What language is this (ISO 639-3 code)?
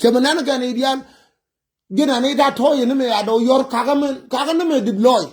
nus